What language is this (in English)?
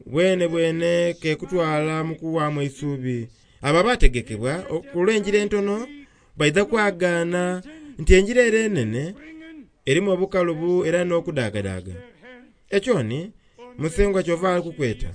Soga